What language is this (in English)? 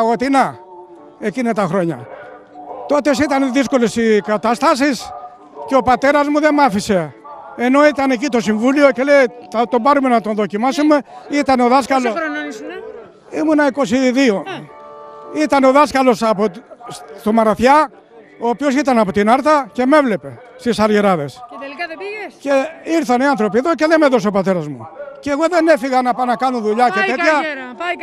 Greek